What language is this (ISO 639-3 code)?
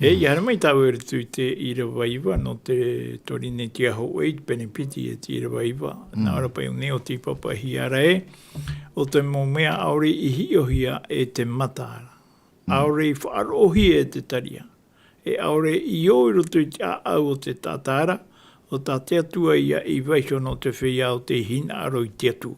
tah